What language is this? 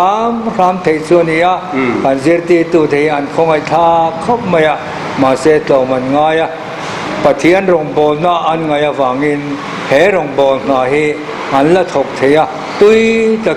Mizo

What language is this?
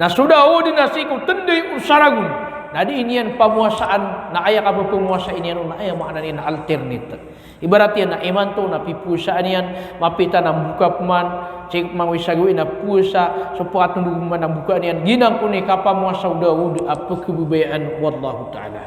Maranao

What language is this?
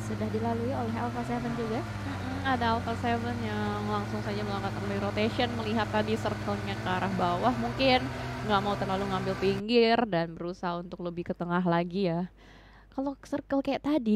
Indonesian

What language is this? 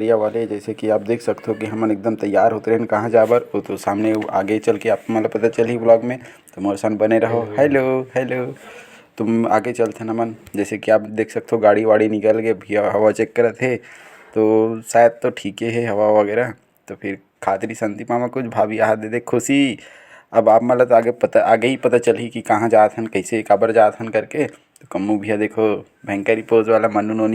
Chhattisgarhi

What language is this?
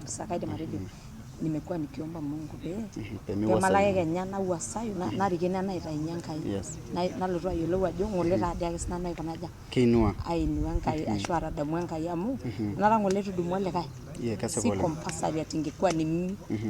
Masai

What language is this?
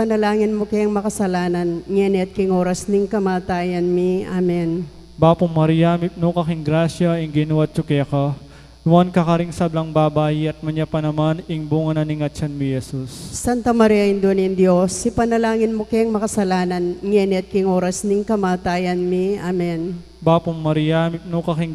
Pampanga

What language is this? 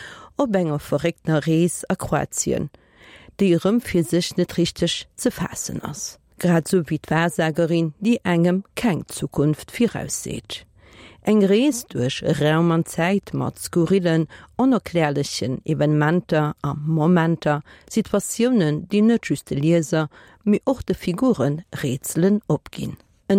Luxembourgish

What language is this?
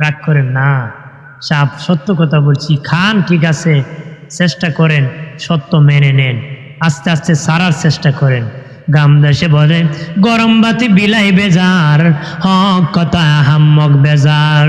Sylheti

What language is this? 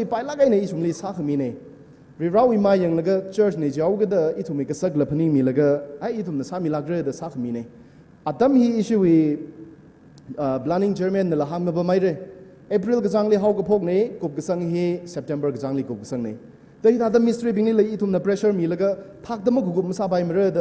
Tangkhul Naga (India)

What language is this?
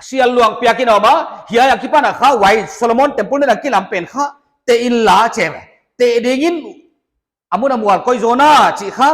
Paite Chin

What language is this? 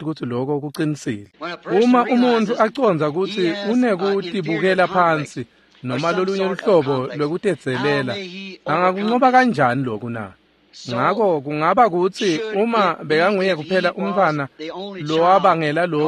Swati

